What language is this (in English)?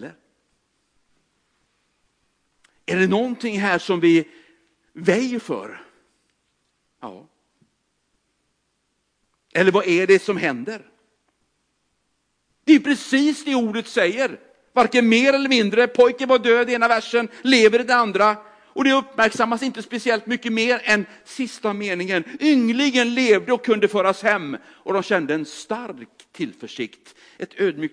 Swedish